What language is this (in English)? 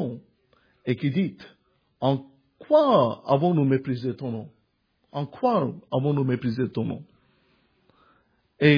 French